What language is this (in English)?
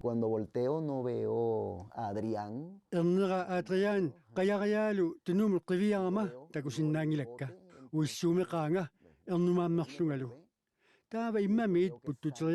Kalaallisut